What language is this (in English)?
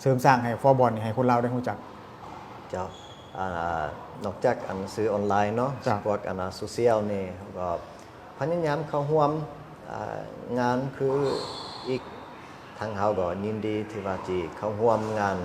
Lao